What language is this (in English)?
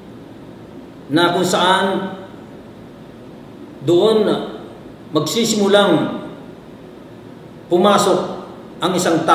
Filipino